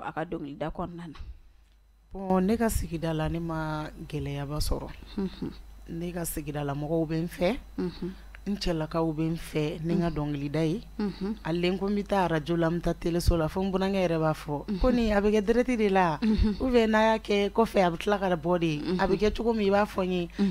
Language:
Bambara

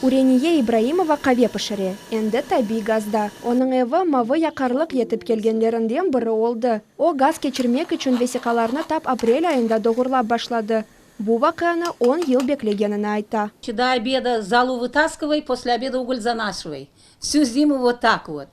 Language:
Crimean Tatar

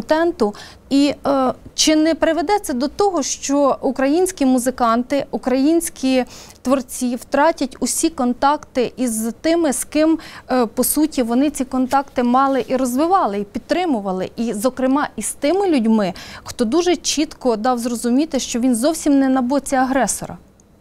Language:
Ukrainian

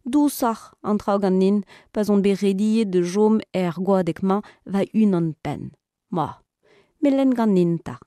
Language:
Breton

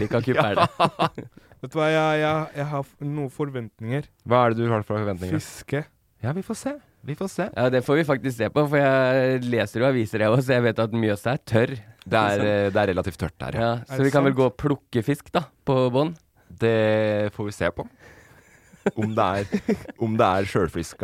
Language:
Norwegian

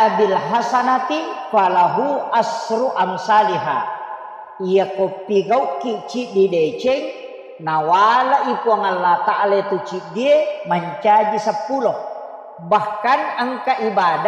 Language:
Buginese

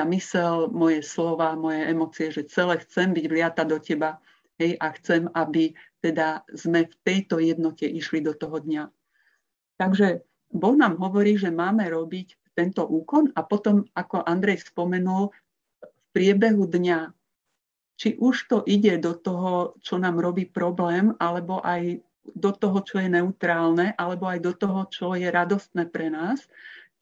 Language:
Slovak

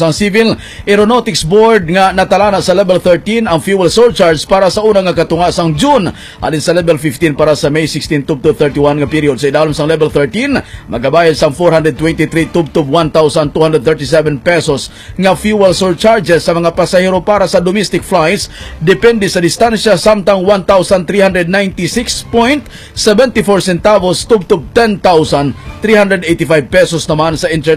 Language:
Hiligaynon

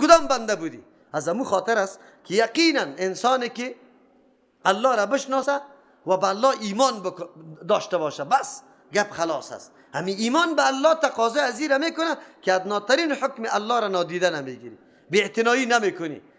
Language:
Persian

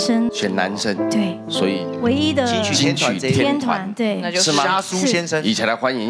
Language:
Chinese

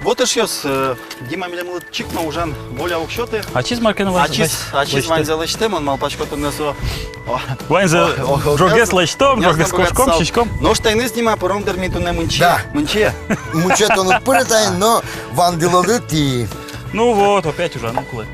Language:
Udmurt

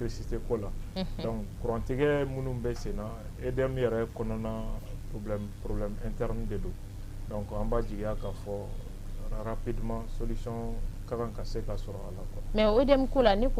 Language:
Bambara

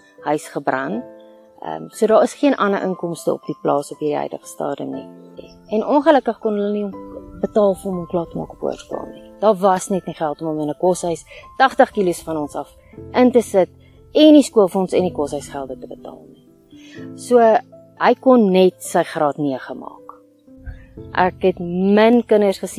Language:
Afrikaans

